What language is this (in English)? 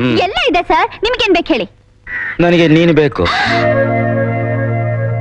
Kannada